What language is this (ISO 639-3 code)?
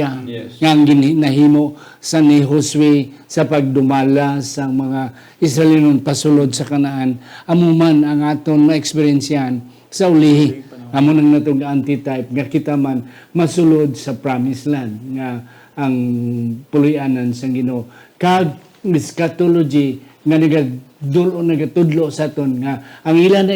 hil